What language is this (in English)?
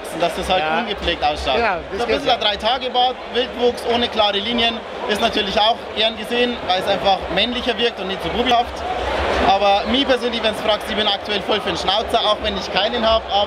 Bavarian